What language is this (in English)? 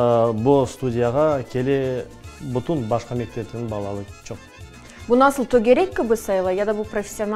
Crimean Tatar